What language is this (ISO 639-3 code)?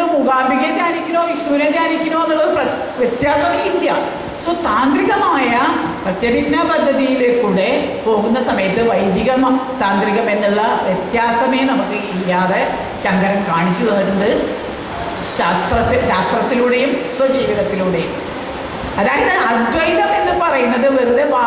mal